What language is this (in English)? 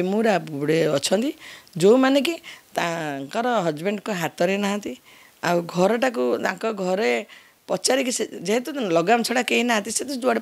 Odia